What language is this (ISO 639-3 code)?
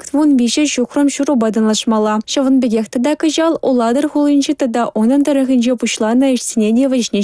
chv